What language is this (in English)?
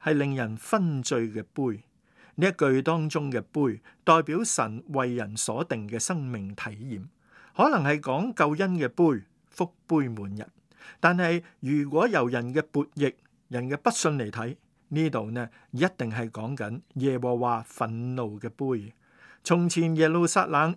Cantonese